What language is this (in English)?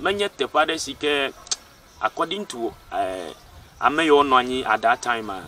Ewe